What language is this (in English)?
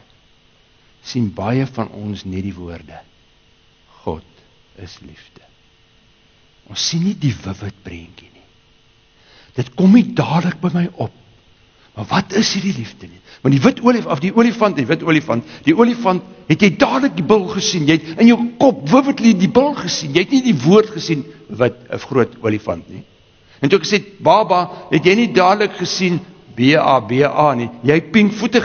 Afrikaans